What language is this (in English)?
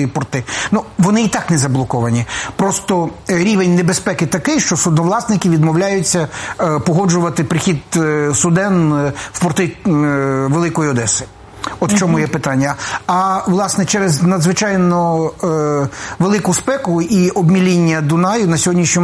Ukrainian